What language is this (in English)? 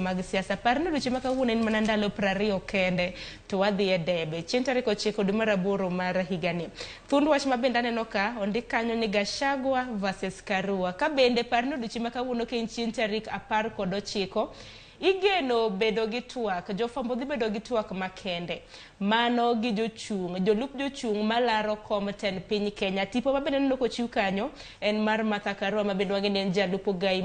Luo (Kenya and Tanzania)